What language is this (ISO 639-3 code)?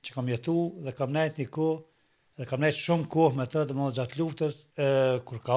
sqi